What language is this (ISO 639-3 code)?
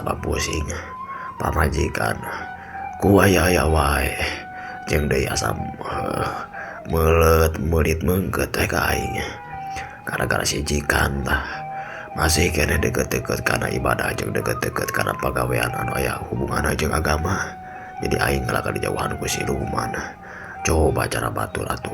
sun